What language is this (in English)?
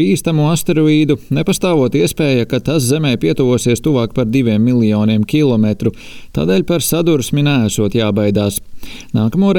Latvian